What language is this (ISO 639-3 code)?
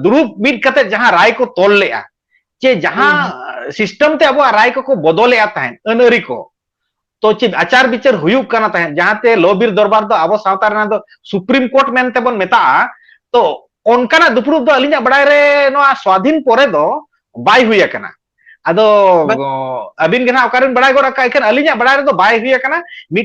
sat